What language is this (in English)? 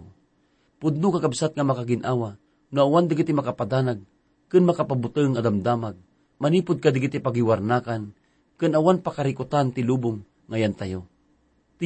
Iloko